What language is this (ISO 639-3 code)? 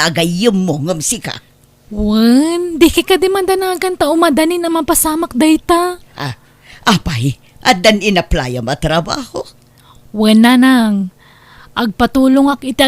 ilo